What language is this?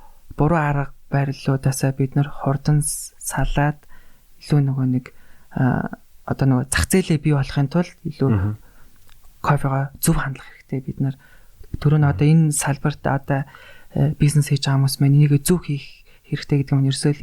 Mongolian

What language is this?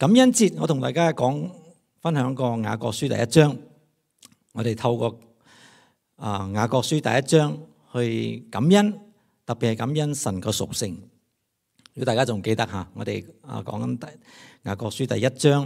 Cantonese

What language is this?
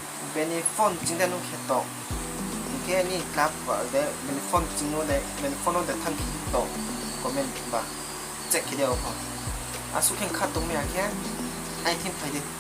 Riang (India)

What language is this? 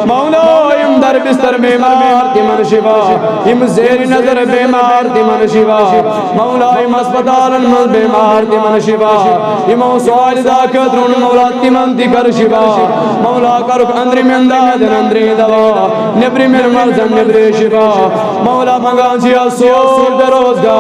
Kashmiri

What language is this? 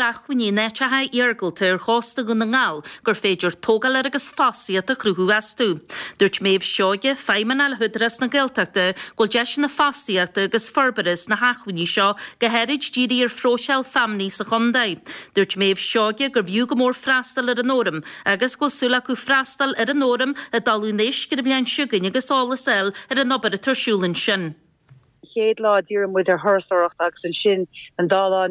Irish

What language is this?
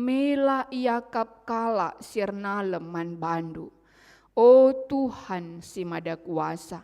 Batak Karo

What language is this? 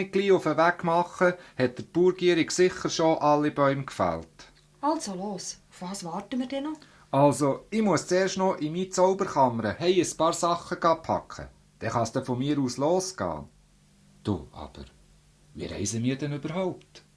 Swiss German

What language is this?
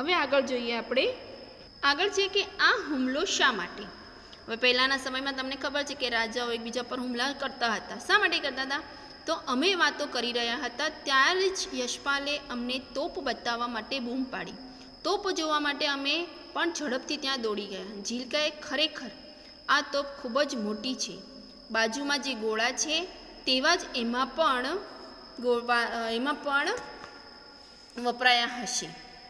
Gujarati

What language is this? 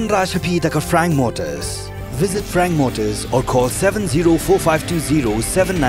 Khasi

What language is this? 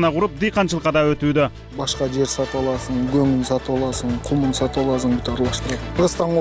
Kyrgyz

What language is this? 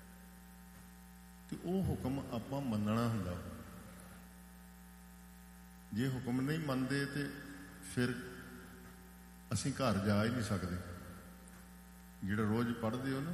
Punjabi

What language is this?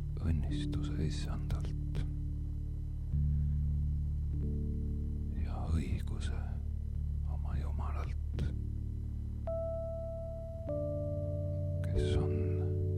Estonian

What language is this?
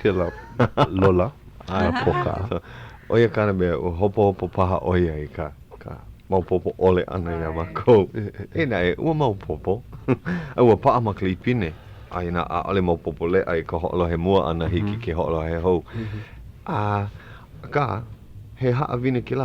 Hawaiian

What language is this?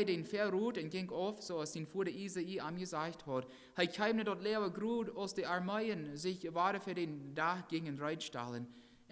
Plautdietsch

